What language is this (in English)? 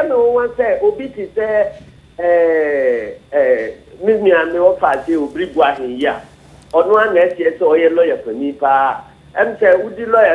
Akan